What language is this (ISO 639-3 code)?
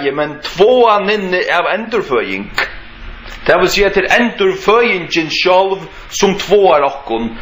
fao